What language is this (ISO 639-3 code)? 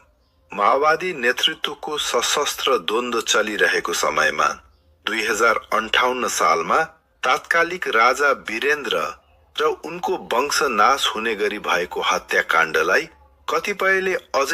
nep